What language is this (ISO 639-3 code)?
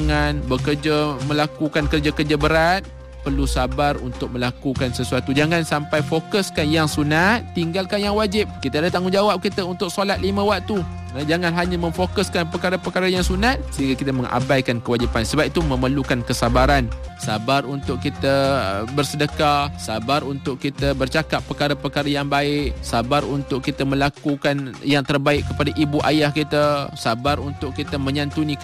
msa